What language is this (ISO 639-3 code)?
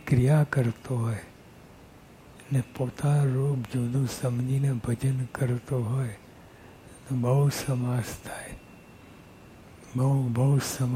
guj